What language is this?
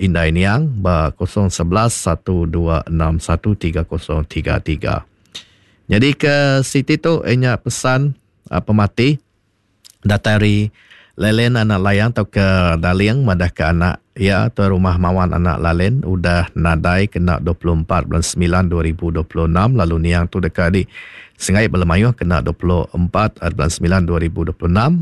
Iban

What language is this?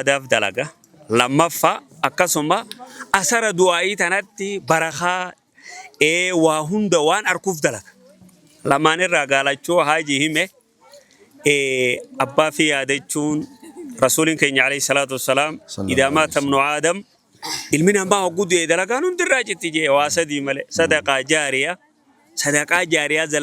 Oromo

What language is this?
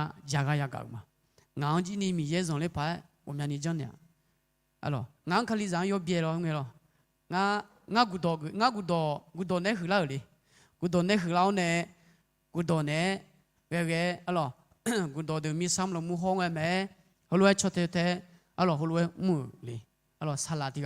Akha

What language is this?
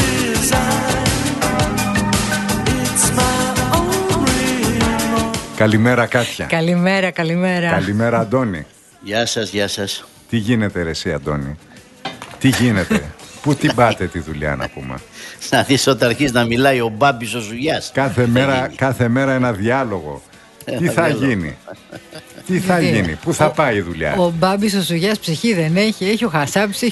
Greek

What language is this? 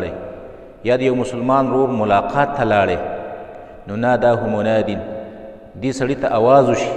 Pashto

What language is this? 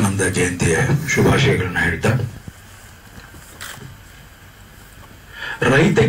Kannada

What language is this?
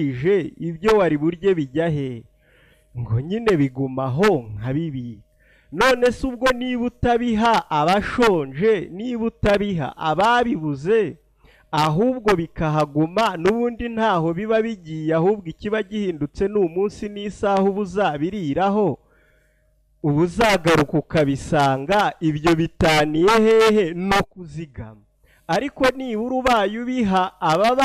Kinyarwanda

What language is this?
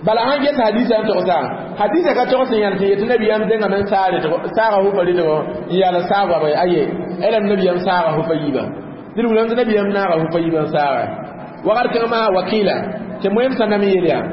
Mossi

